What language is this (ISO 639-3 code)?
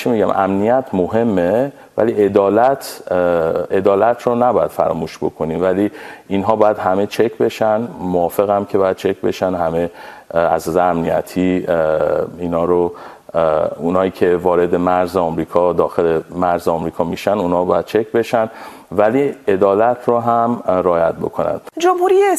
fas